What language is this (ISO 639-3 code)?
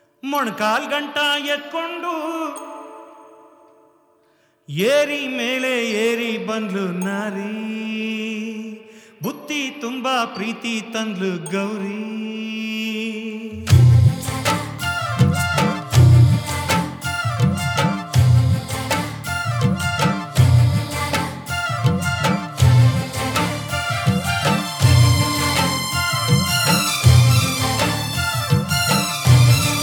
kan